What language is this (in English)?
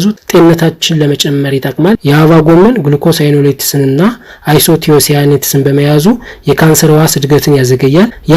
Amharic